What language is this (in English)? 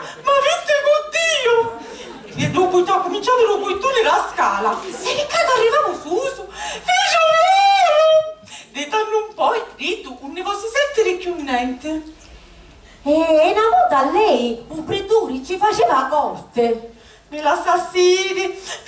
Sicilian